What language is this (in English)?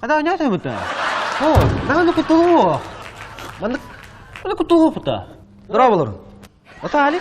Yakut